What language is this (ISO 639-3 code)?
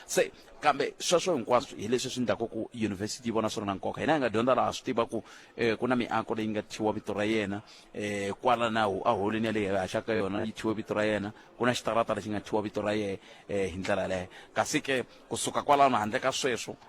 tso